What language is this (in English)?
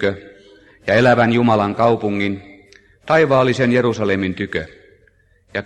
Finnish